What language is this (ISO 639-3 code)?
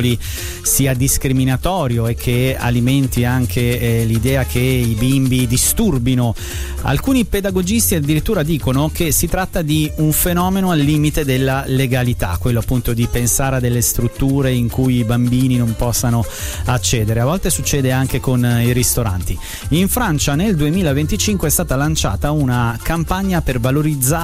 ita